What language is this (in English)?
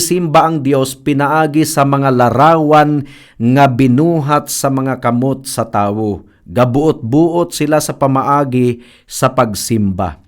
Cebuano